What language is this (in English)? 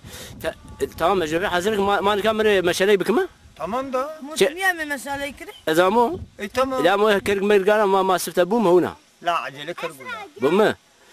Zaza